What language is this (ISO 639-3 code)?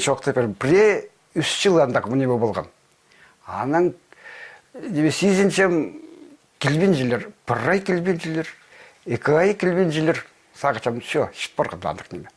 kjh